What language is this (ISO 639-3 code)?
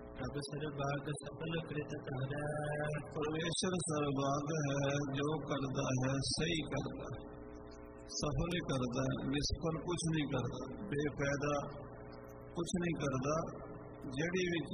pan